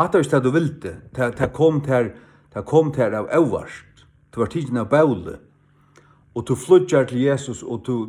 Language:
Faroese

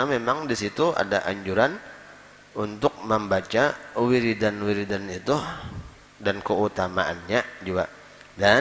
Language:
Banjar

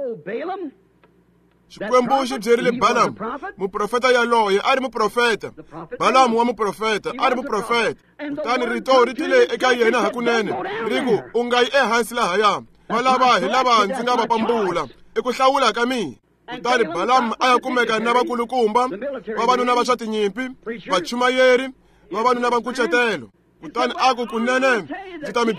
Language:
Tsonga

